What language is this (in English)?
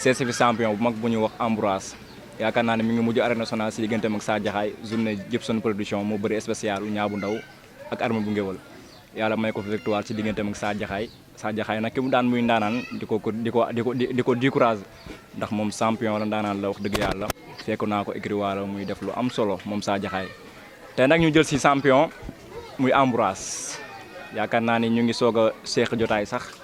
Wolof